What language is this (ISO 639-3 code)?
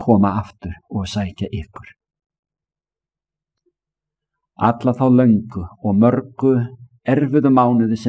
isl